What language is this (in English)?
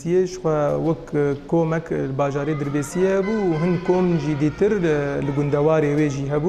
Kurdish